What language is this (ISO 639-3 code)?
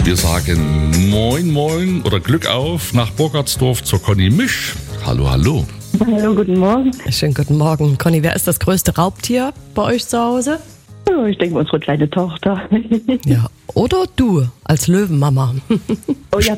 deu